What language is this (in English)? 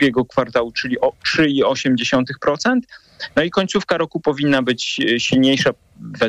Polish